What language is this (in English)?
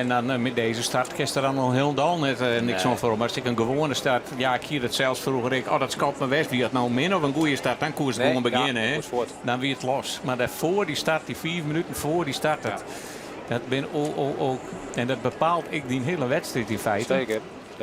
Western Frisian